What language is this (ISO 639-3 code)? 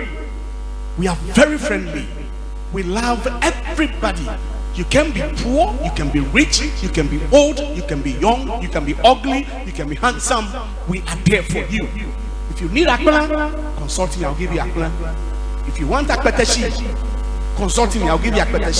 ewe